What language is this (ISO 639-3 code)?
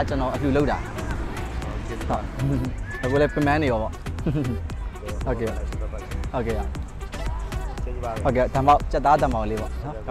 mya